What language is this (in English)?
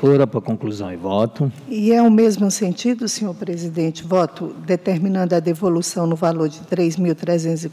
Portuguese